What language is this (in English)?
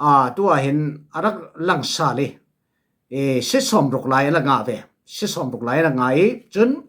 Falam Chin